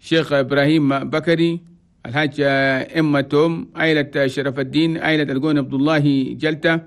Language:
Chadian Arabic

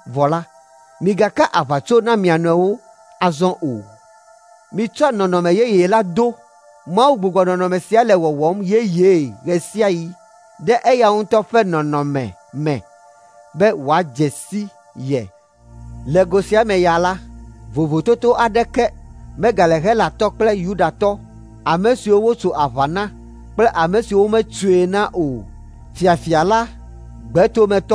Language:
Ewe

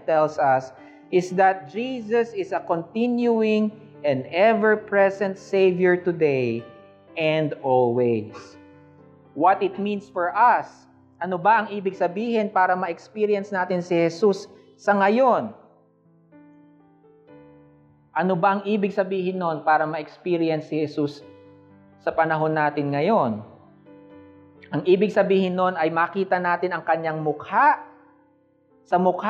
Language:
Filipino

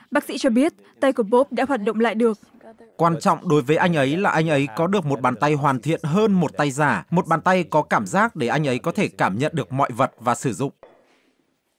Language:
Vietnamese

